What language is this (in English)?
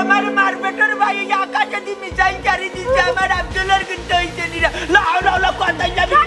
Sylheti